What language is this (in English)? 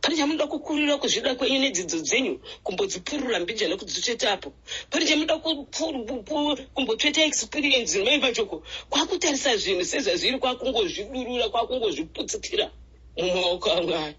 Shona